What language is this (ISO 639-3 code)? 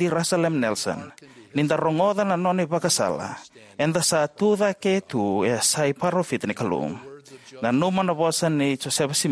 fij